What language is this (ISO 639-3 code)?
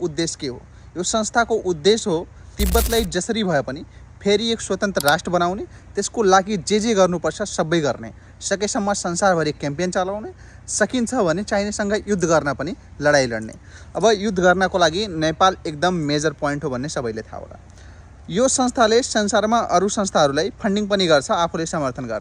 nep